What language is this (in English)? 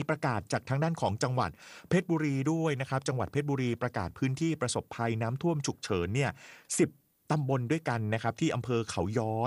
Thai